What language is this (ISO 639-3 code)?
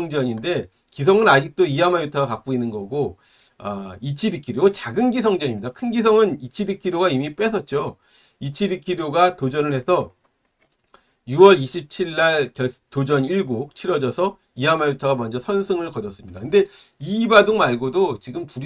kor